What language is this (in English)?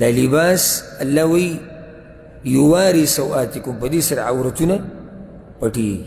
Pashto